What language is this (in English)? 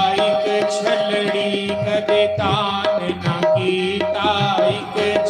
Dogri